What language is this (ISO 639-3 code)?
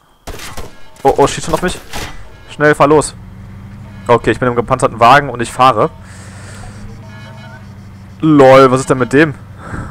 deu